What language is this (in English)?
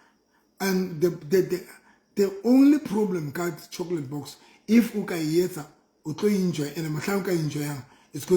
Southern Sotho